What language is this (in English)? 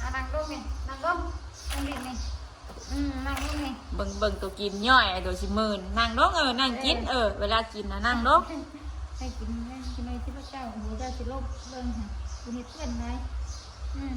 Northeastern Thai